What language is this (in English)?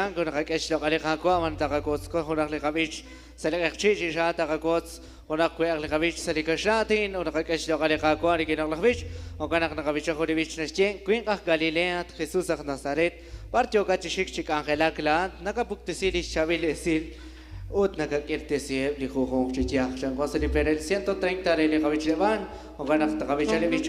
Kekchí